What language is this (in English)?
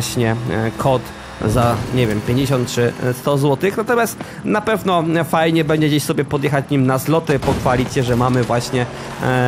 Polish